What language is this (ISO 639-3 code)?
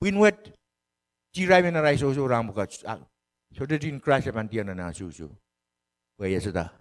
pon